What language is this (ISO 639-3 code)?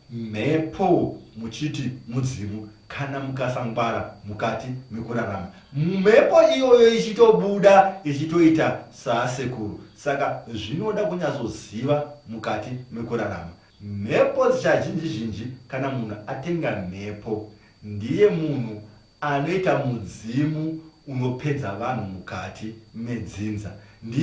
sna